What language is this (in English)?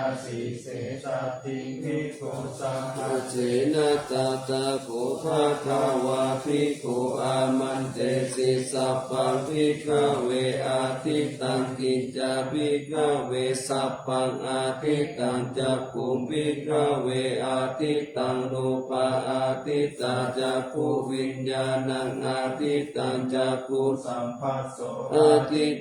Pali